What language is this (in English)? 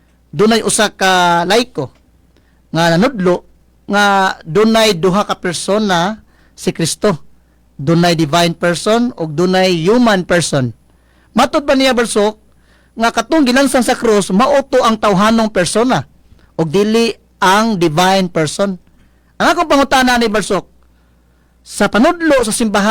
Cebuano